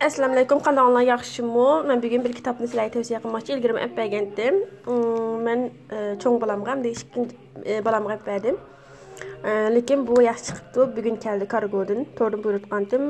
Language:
Uyghur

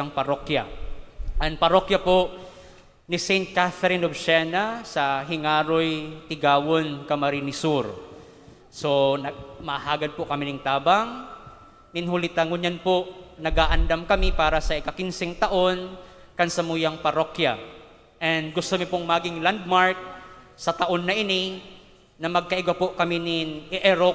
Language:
Bikol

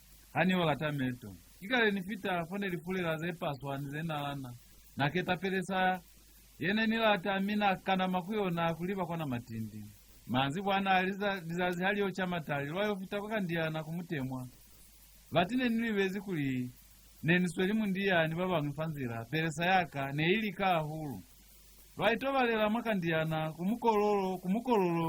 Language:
Lozi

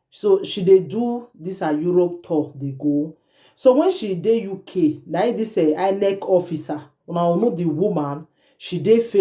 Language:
Nigerian Pidgin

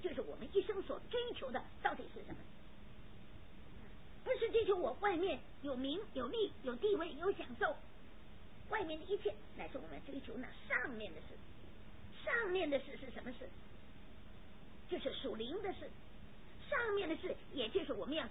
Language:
Chinese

